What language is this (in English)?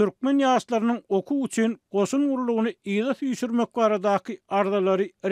Turkmen